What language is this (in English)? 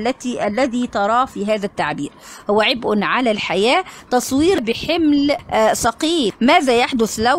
Egyptian Arabic